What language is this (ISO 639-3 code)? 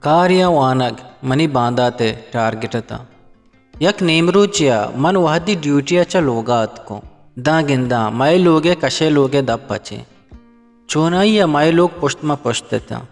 bgp